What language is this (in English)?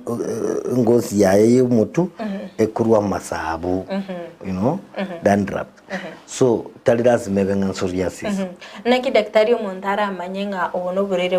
Gusii